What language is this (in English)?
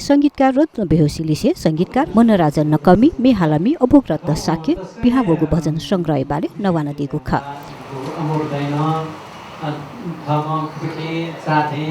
Newari